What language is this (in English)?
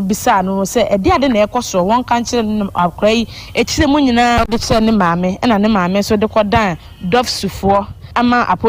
Akan